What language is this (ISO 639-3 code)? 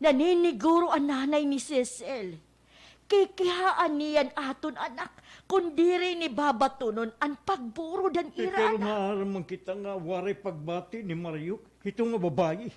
war